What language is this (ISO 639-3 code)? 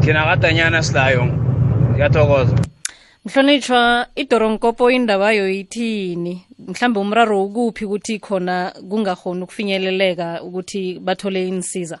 nbl